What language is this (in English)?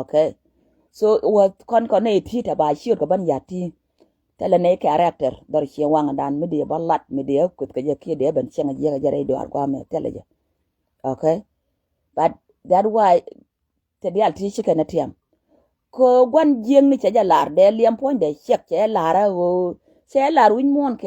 Nuer